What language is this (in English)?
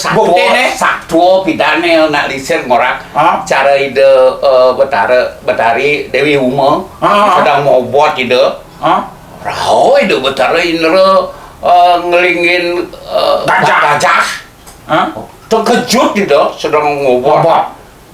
Balinese